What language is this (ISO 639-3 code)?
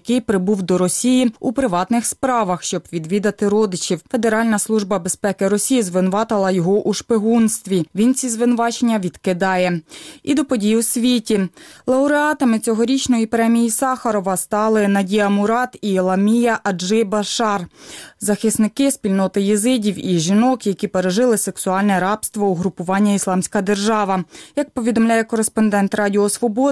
ukr